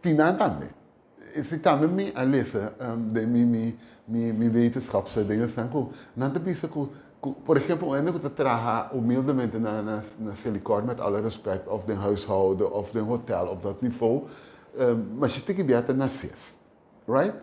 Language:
Papiamento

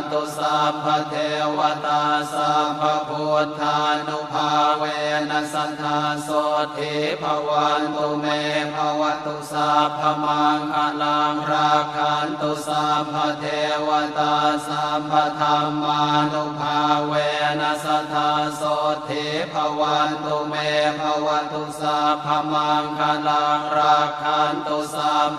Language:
Pali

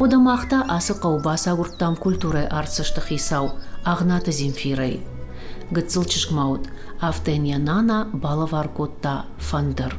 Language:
Ossetic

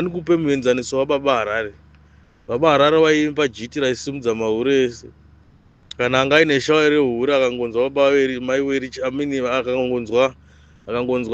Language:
Shona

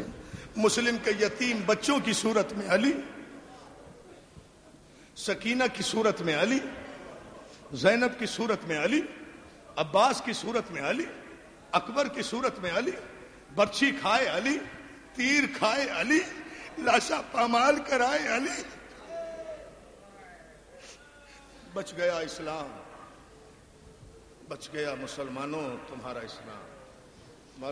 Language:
Urdu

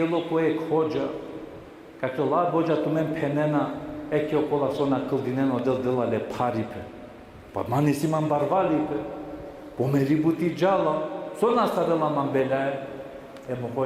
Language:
Balkan Romani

